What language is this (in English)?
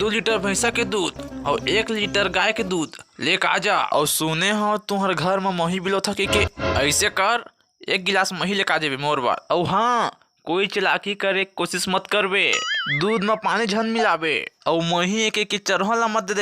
Chhattisgarhi